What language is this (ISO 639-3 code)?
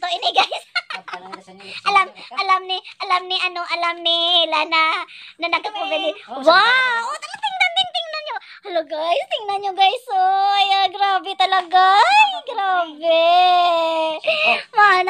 fil